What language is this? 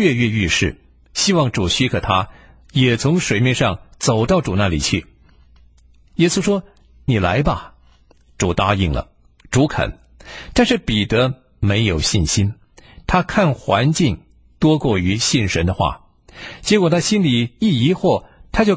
Chinese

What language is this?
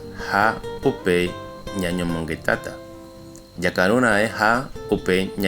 Guarani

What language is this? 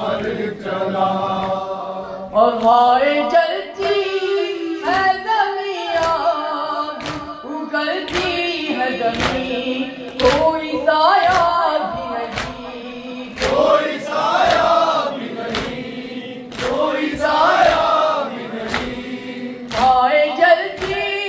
Hindi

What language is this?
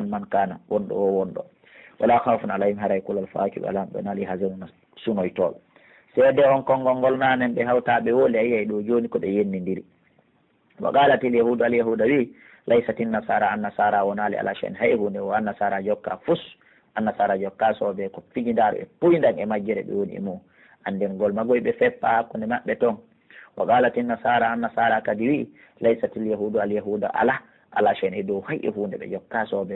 Pular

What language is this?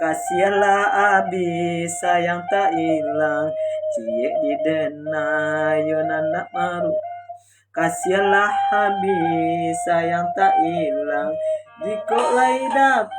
Minangkabau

